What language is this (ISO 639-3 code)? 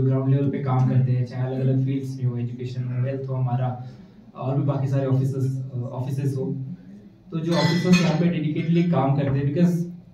hin